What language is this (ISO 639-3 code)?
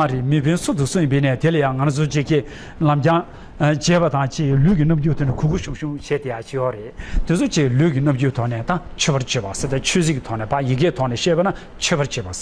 bod